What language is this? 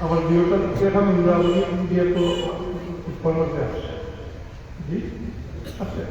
Sylheti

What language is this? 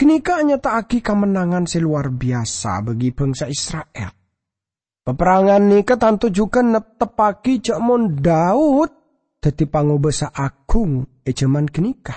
Madurese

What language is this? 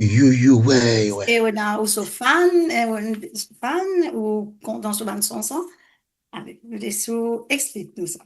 Morisyen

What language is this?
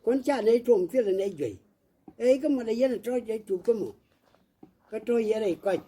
Nuer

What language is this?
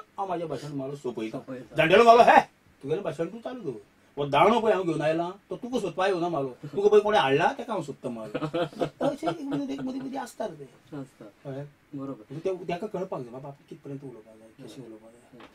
Konkani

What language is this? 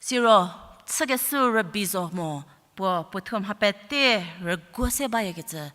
Angami Naga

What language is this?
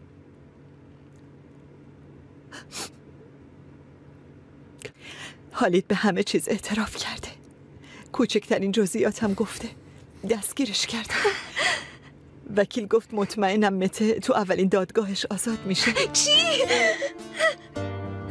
Persian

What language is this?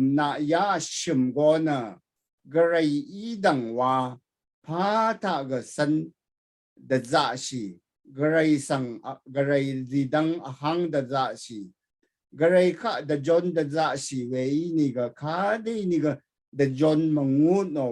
Rawang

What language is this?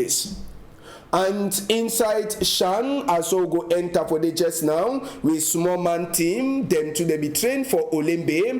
Cameroon Pidgin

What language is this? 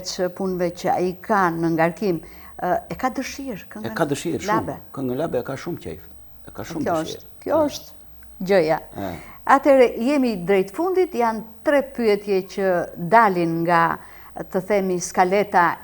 Albanian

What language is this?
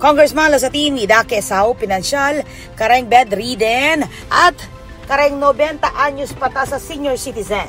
Pampanga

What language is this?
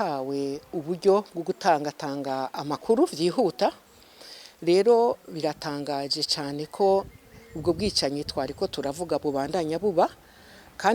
Rundi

